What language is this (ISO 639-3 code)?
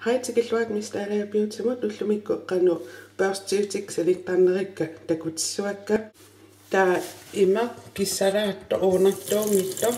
kal